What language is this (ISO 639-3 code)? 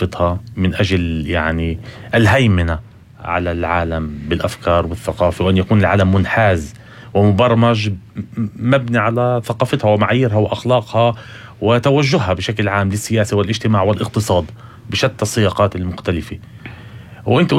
apc